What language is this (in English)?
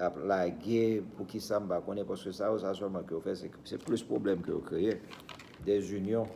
Haitian Creole